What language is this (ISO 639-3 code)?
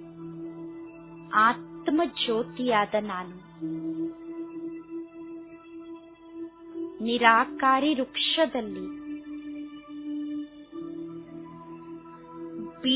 kan